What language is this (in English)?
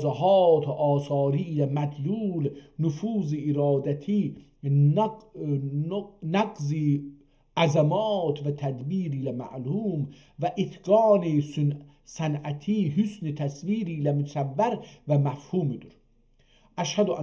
South Azerbaijani